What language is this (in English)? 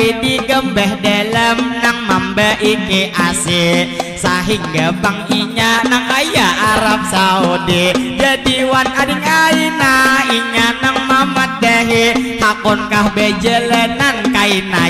Banjar